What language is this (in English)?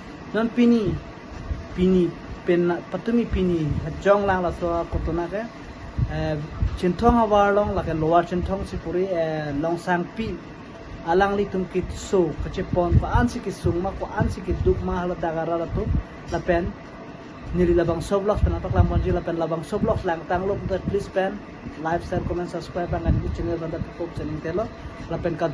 Karbi